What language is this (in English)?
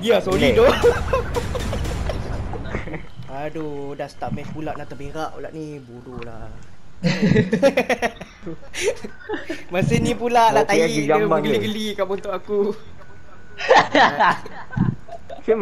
Malay